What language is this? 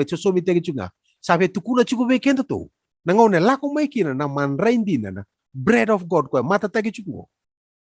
Fijian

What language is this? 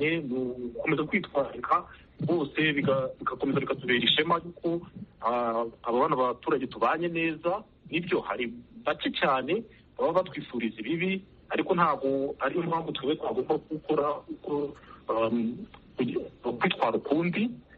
Kinyarwanda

